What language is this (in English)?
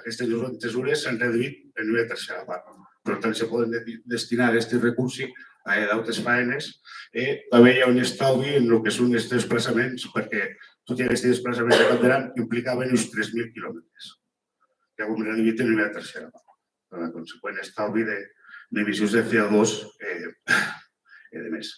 Occitan